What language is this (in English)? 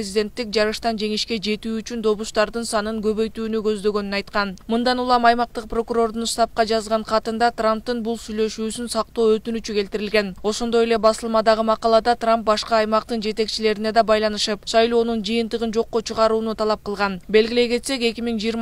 Kyrgyz